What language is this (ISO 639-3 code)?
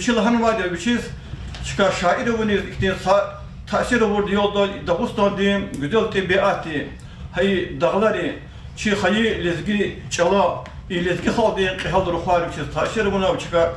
lez